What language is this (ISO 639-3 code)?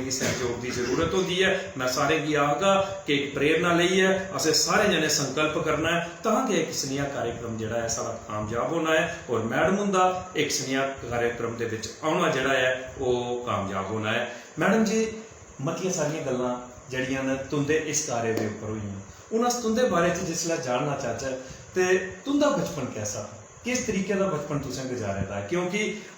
doi